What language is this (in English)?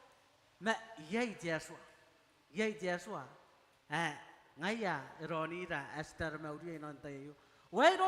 Gilbertese